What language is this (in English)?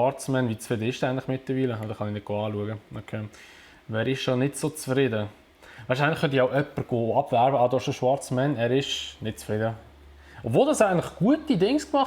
Swiss German